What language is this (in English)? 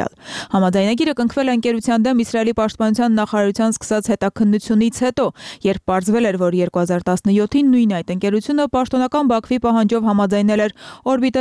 Armenian